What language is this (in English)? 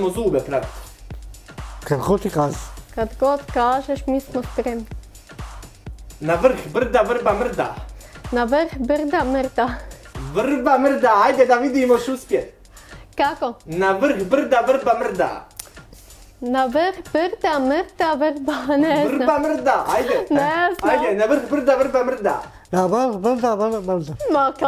Bosnian